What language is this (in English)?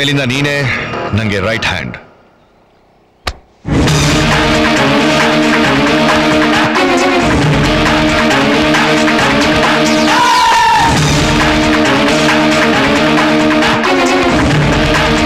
Kannada